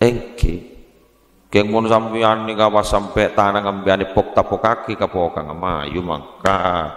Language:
Madurese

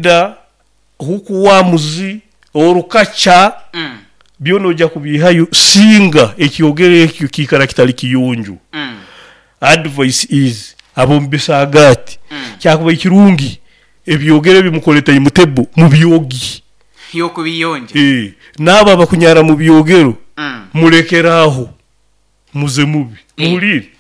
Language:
Nyoro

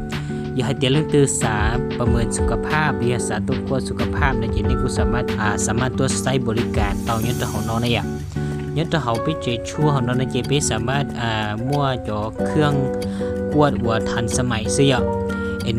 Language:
Hmong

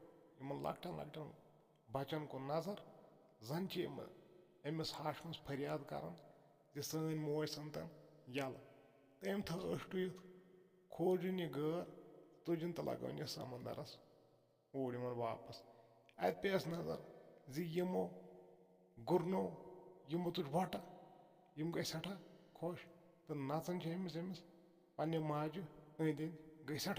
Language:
Kashmiri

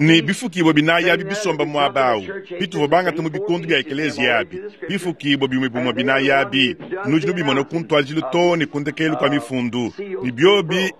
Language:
Luba-Lulua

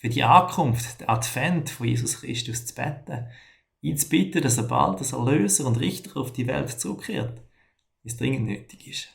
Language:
Swiss German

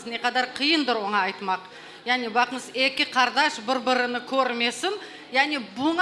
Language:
Crimean Tatar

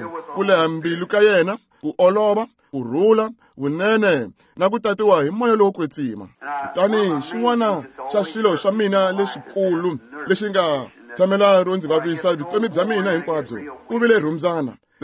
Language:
Tsonga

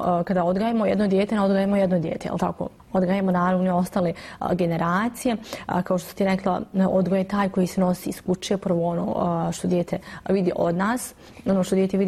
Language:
Bosnian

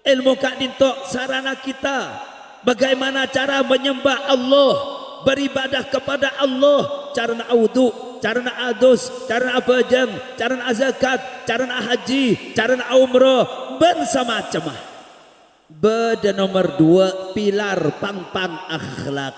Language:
Madurese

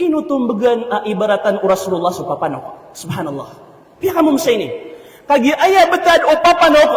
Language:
Maranao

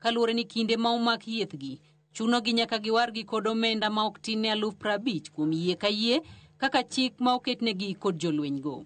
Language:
Luo (Kenya and Tanzania)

